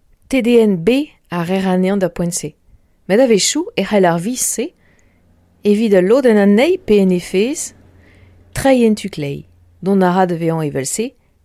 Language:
Breton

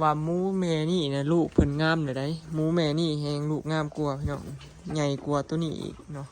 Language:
Northeastern Thai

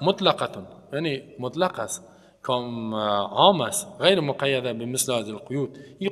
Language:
Persian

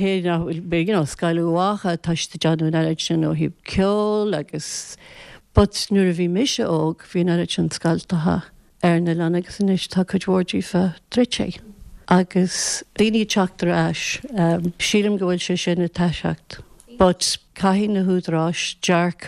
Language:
Irish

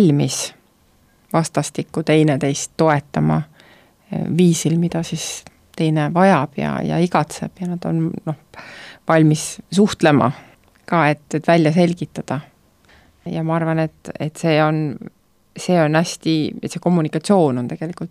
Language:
Estonian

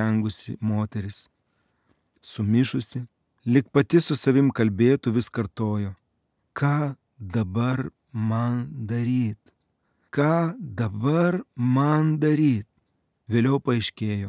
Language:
Lithuanian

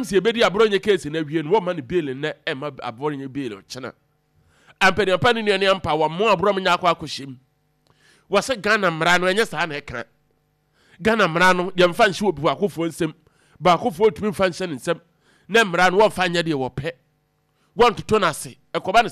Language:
Akan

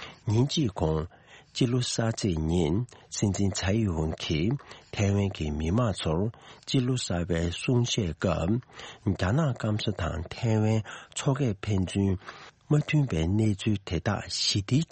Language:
Tibetan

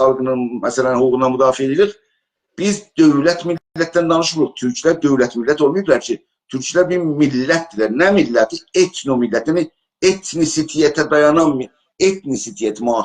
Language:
South Azerbaijani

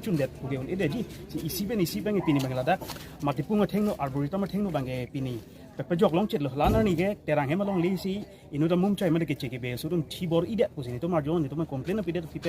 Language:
Karbi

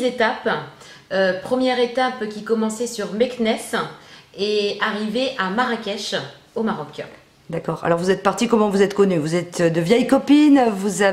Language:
French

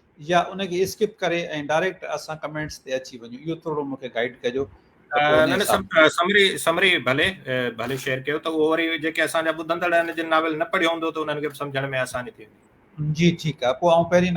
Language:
Sindhi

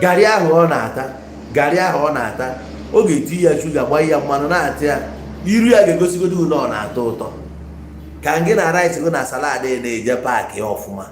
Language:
Igbo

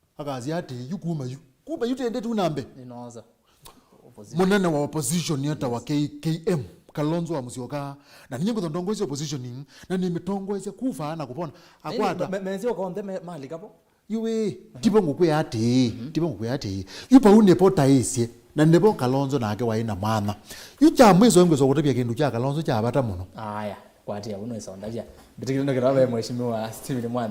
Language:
Kamba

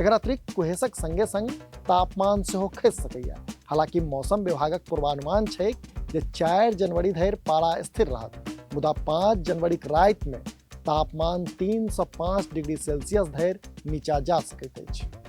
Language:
Maithili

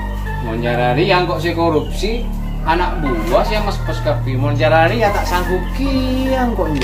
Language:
Madurese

